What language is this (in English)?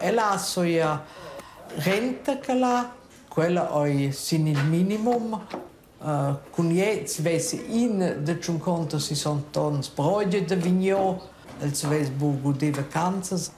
Romansh